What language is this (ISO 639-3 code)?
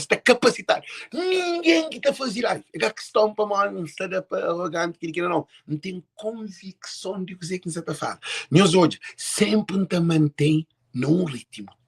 kea